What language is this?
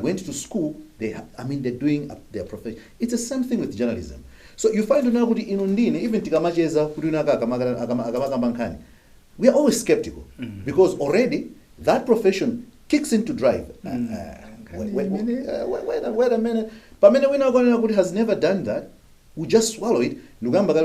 Nyanja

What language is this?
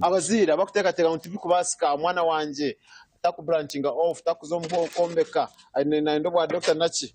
Nyankole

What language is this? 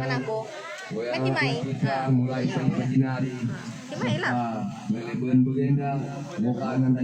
Batak Karo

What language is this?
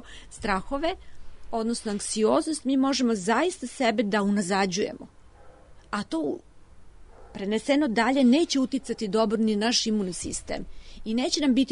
Serbian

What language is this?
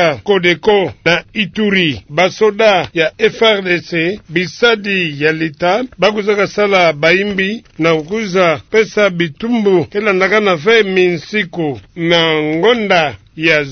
Kituba (Democratic Republic of Congo)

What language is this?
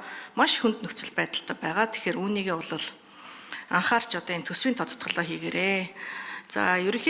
Mongolian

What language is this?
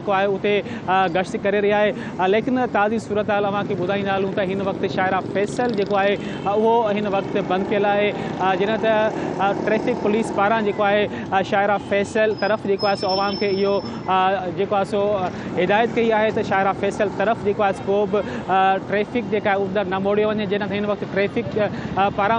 Sindhi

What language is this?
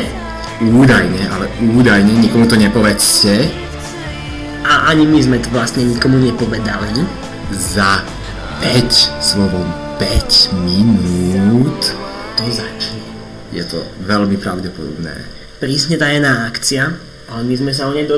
Slovak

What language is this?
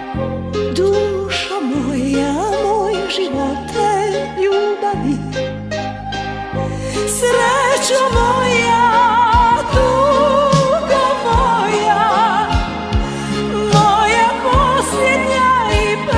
Croatian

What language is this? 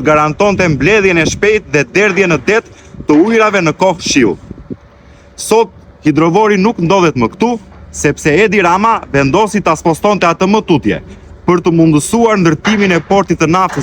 Albanian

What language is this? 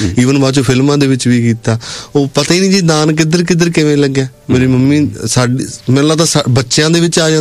Punjabi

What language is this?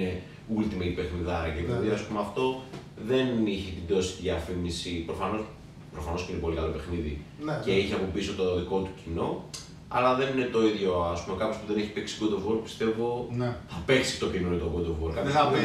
Greek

